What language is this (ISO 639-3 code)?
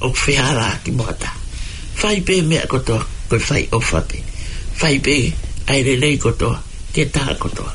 ton